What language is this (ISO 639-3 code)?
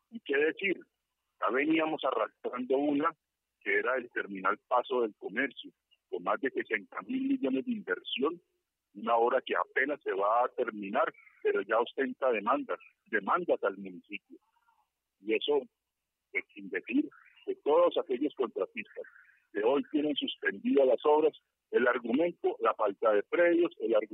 spa